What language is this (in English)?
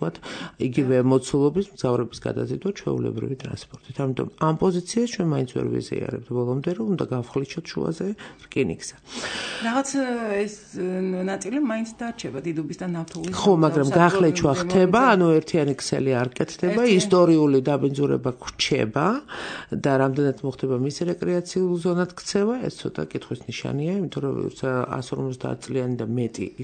Georgian